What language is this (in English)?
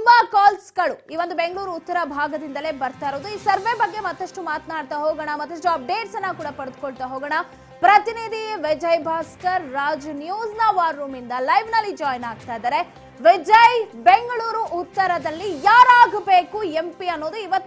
Kannada